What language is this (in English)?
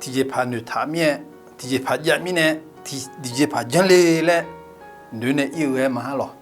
Akha